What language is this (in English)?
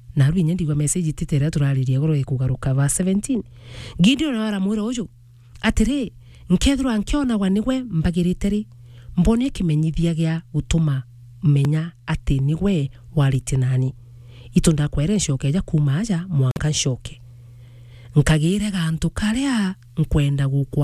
Meru